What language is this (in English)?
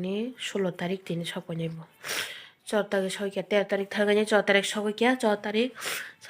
Kok Borok